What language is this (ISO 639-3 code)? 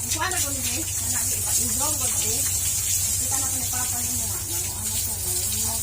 ceb